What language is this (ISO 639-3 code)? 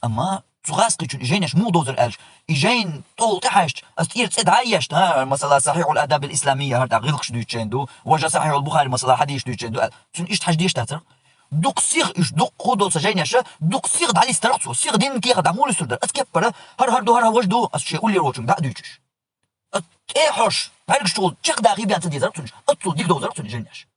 che